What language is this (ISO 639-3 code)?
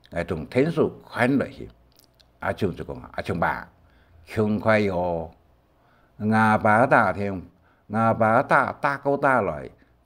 hak